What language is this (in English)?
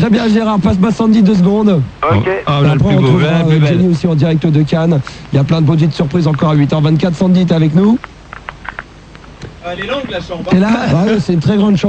French